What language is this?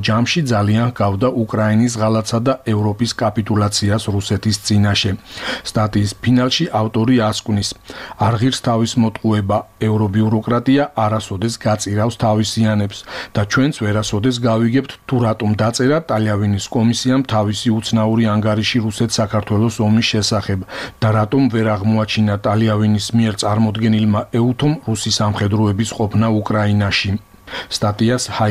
Georgian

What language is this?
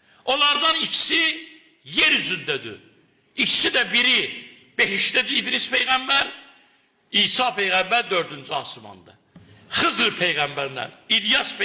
Azerbaijani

